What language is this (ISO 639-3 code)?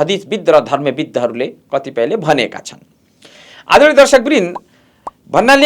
nep